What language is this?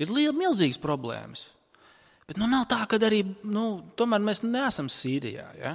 Latvian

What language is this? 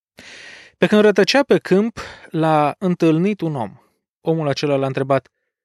Romanian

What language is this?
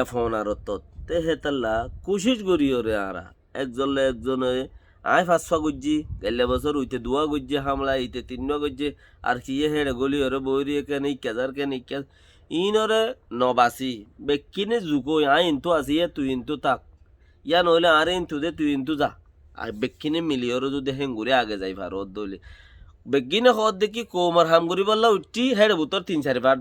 Rohingya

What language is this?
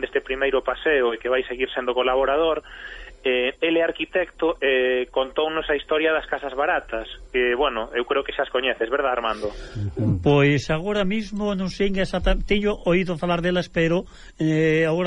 Galician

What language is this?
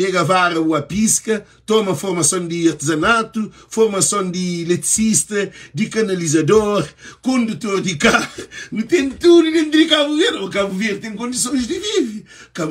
Kabuverdianu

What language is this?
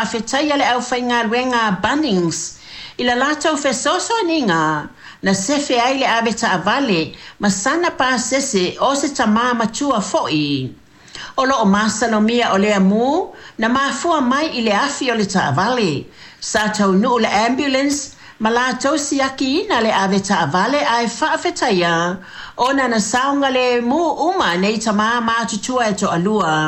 Samoan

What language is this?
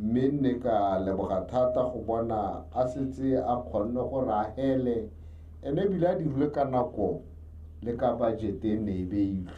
Tswana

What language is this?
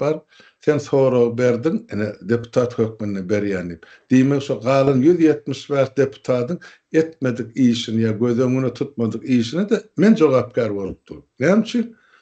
Turkmen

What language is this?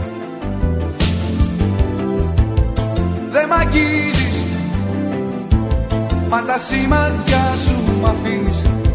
Greek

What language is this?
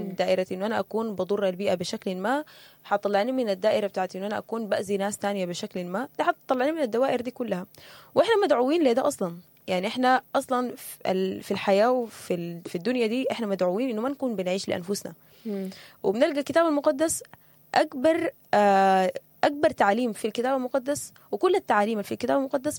Sudanese Arabic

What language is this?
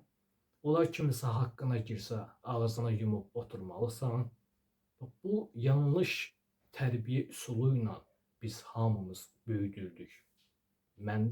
Azerbaijani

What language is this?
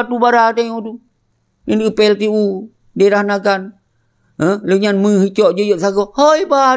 Achinese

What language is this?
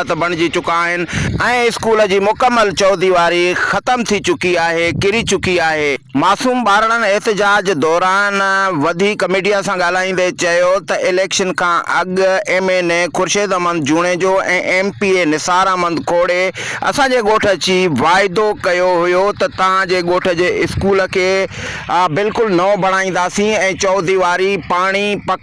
Sindhi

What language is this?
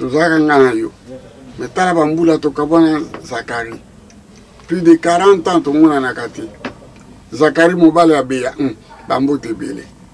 Lingala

